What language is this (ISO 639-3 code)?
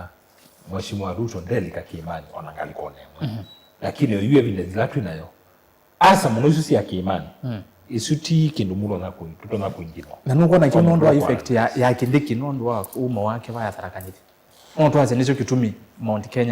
kam